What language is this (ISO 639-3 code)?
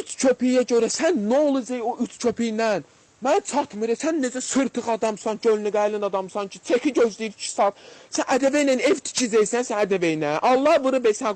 aze